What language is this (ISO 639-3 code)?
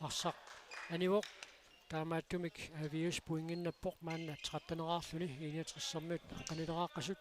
kal